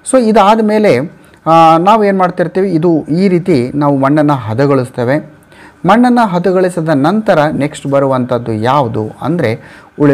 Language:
Kannada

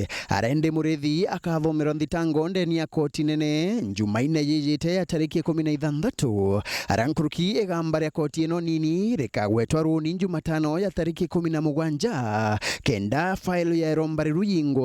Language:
Meru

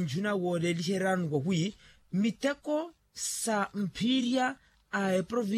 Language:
Makhuwa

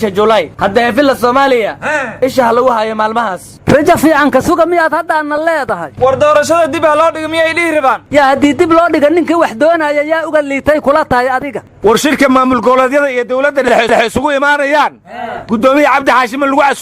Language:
Somali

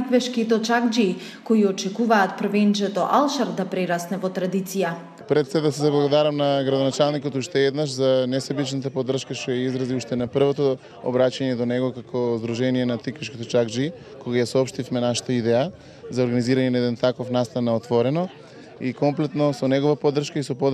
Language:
Macedonian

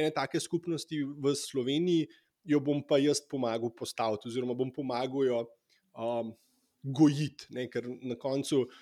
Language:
Slovenian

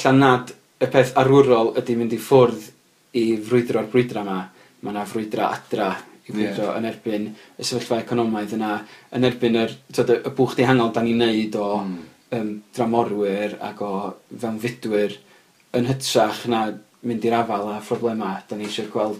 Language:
Welsh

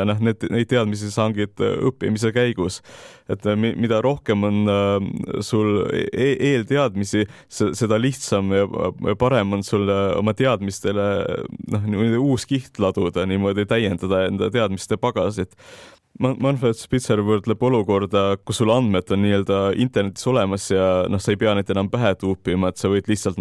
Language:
Estonian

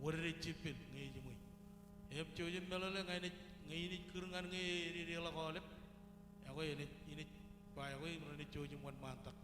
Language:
Marshallese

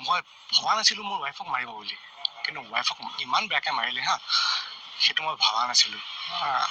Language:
Assamese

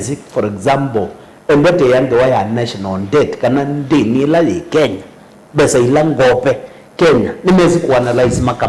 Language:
Kamba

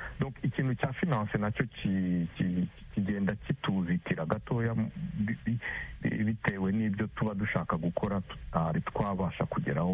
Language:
Kinyarwanda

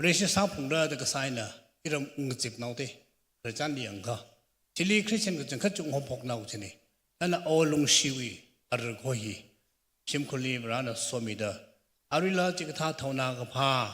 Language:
Tangkhul Naga (India)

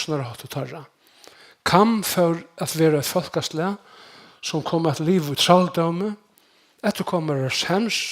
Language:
Faroese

